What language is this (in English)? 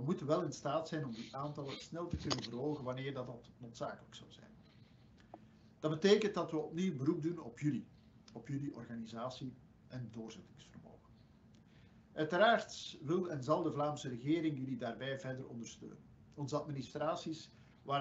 Dutch